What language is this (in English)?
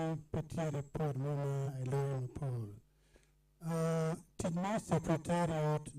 Acoli